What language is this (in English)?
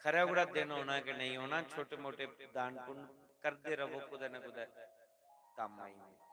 Dogri